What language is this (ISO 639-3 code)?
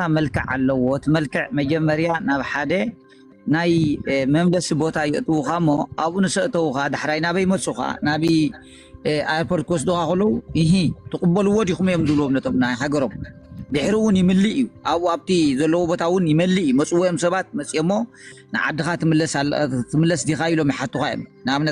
tir